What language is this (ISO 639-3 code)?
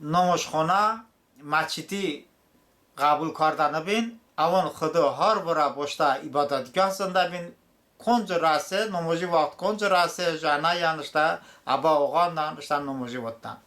tly